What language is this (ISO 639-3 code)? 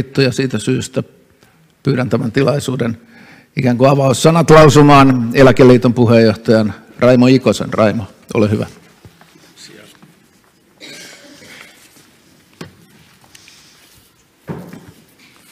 fin